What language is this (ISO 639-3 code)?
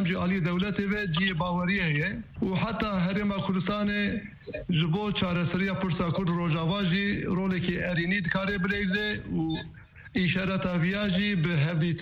kur